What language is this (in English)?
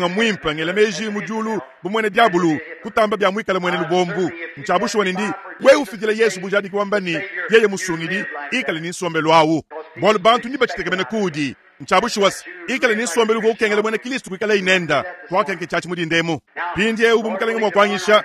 Luba-Lulua